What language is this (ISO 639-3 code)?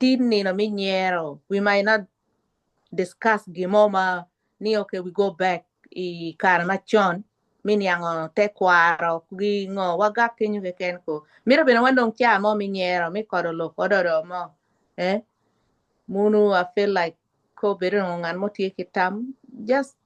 ach